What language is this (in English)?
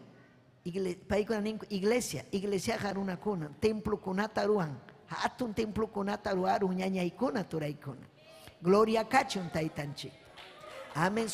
Ayacucho Quechua